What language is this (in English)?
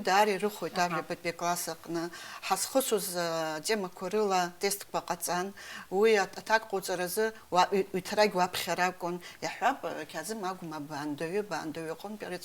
Abkhazian